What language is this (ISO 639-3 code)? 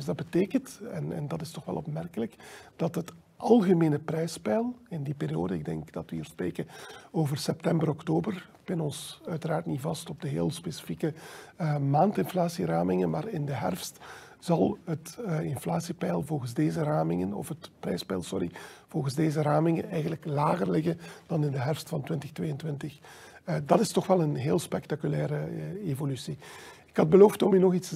nld